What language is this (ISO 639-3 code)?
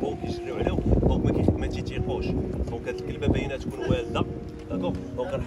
ary